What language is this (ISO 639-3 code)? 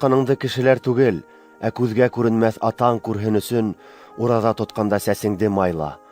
bak